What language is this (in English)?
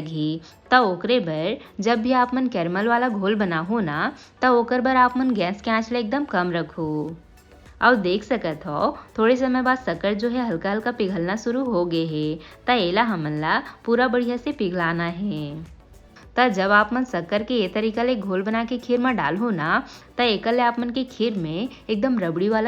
Chhattisgarhi